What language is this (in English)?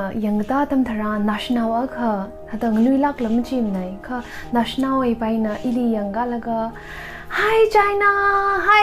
Tangkhul Naga (India)